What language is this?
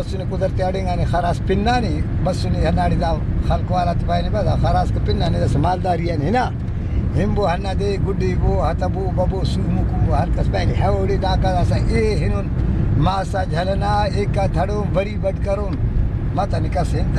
Brahui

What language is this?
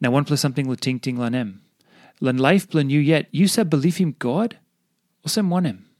Tok Pisin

